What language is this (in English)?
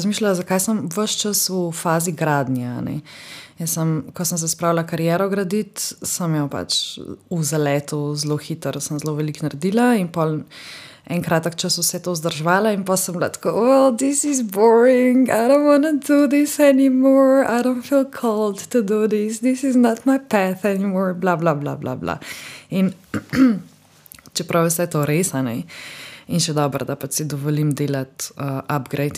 Slovenian